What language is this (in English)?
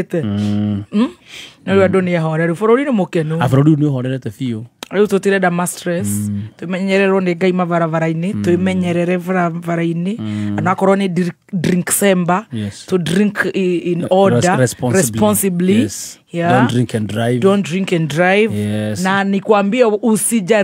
Kikuyu